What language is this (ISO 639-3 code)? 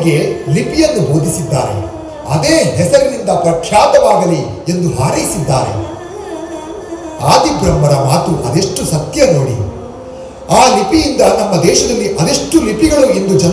kan